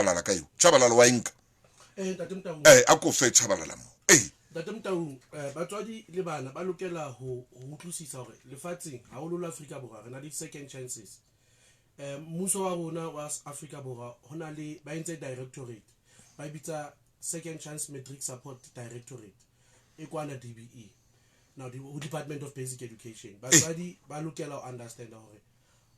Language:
Southern Sotho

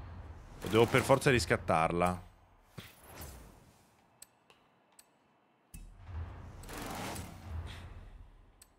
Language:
Italian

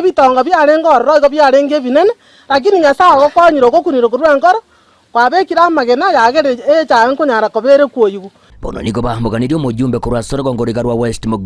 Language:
Gusii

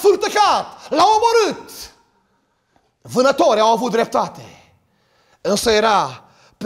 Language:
Romanian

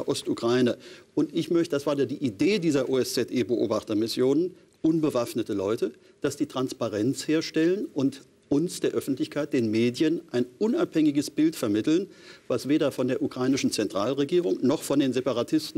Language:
German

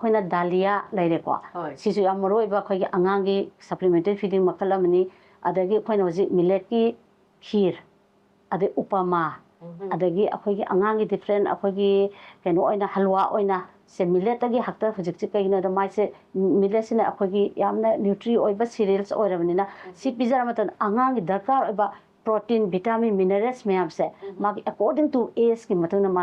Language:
Manipuri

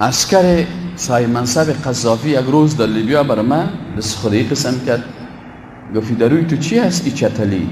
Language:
Persian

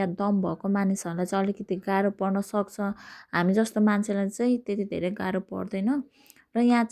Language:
Nepali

